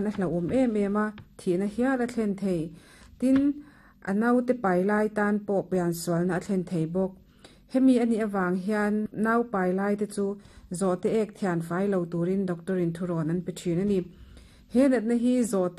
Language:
Mizo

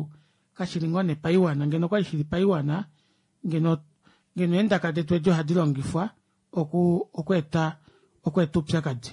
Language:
Kuanyama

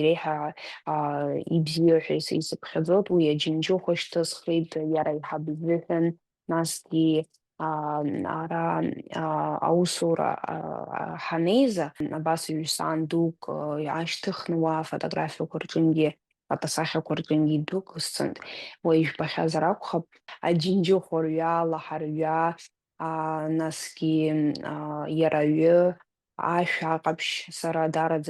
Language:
Abkhazian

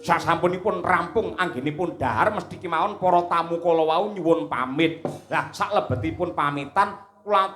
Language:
Javanese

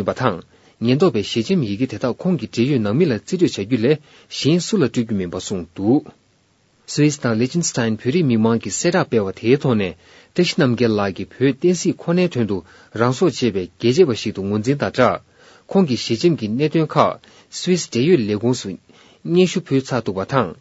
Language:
Tibetan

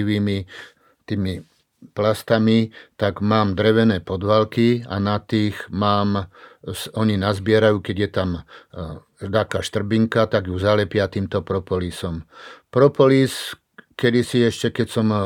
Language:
Slovak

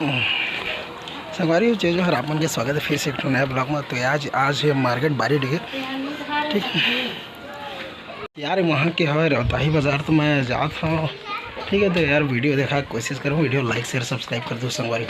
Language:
Chhattisgarhi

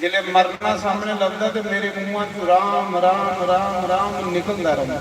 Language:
Dogri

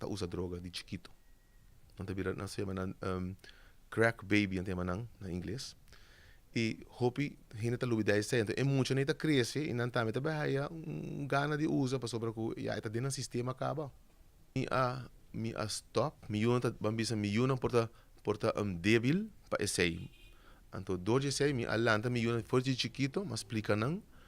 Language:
Papiamento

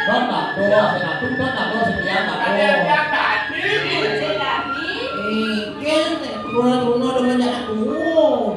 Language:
Balinese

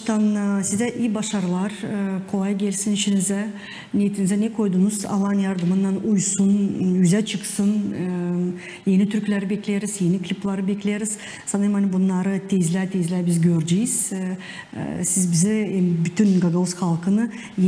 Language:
Gagauz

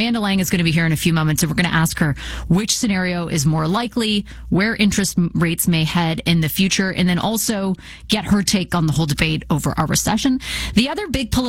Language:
English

